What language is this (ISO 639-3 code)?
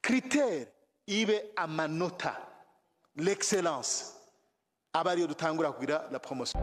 run